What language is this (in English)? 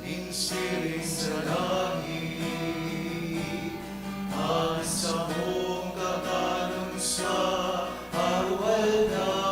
Bikol